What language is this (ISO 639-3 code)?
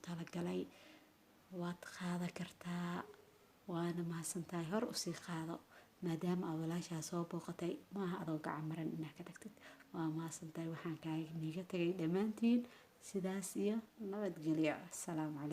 som